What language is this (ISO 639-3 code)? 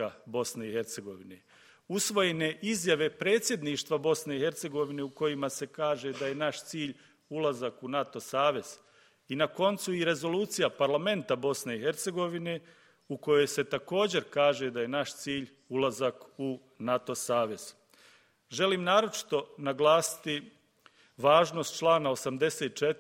bos